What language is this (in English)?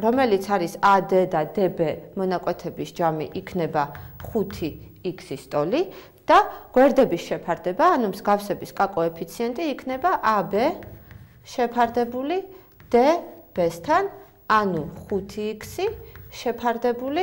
Georgian